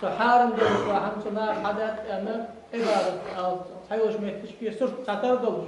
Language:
Ingush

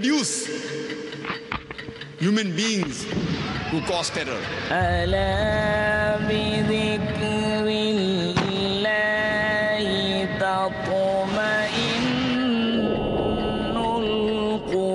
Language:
Bangla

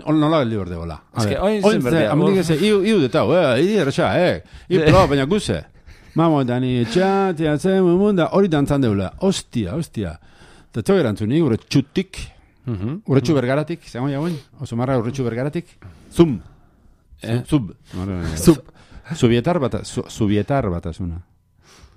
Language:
Basque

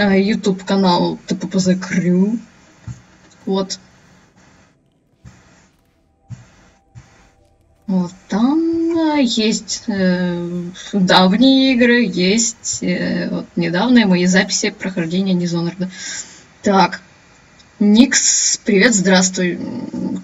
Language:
Russian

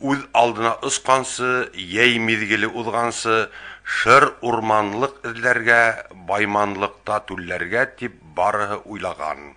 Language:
Bashkir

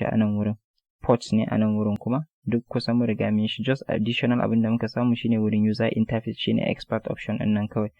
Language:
Hausa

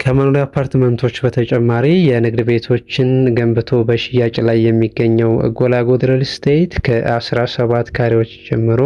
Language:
Amharic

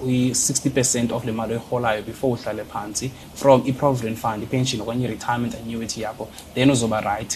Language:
Xhosa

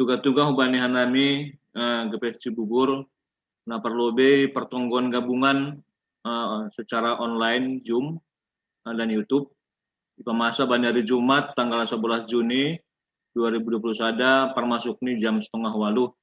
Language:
Batak Simalungun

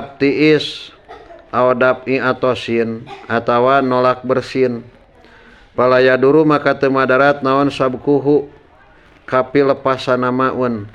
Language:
Sundanese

